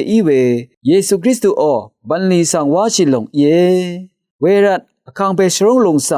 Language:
Rawang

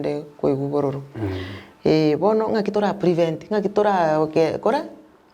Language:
Gusii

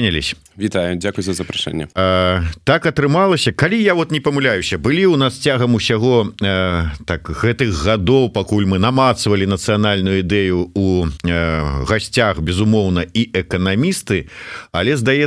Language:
Belarusian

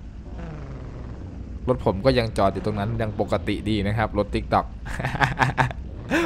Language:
Thai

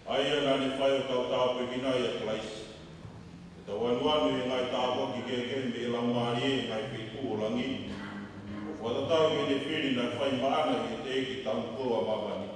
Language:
Tongan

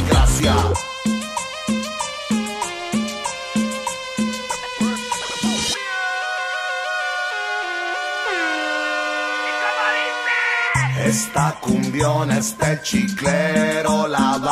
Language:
Spanish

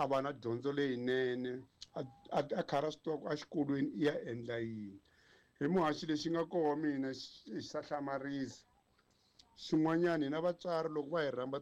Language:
Tsonga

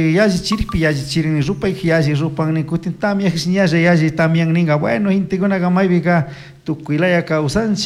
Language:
Chimborazo Highland Quichua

